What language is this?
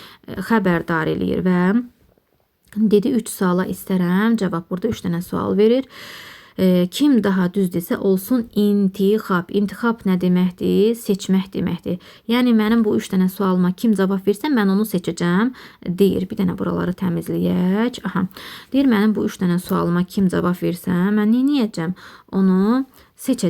Azerbaijani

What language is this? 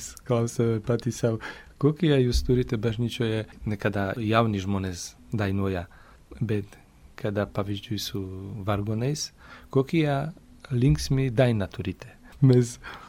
Lithuanian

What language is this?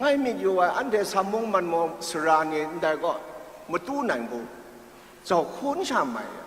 Kachin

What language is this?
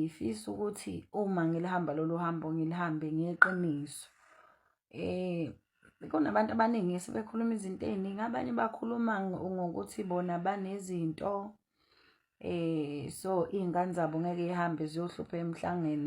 Zulu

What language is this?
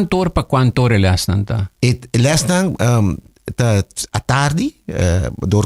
Papiamento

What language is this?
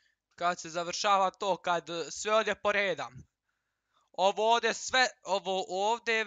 Croatian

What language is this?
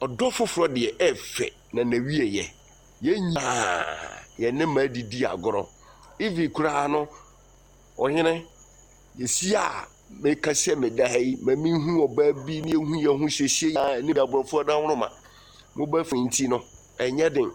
Akan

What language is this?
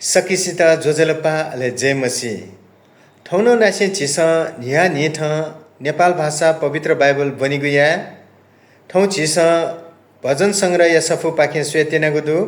Newari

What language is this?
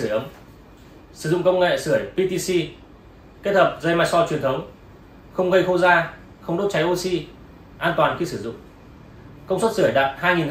Vietnamese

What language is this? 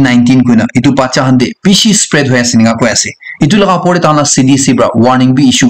Naga Pidgin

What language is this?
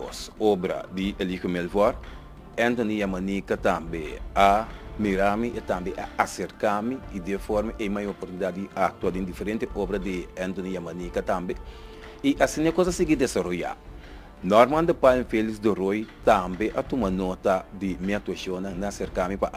Papiamento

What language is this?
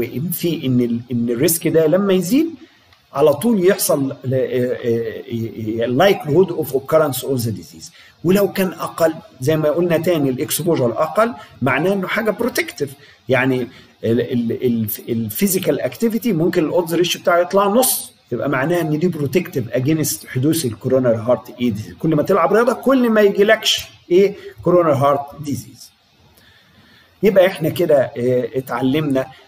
Egyptian Arabic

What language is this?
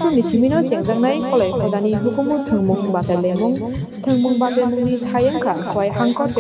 Kok Borok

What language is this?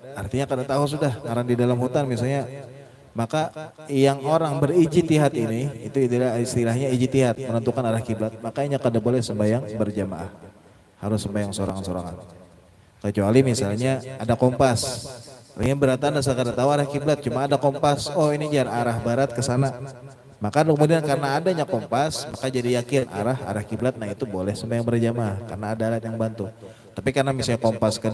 Banjar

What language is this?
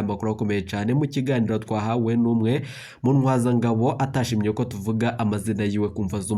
Rundi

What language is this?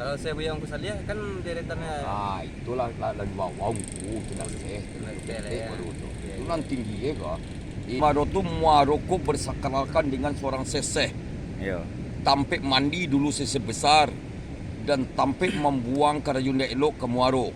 Minangkabau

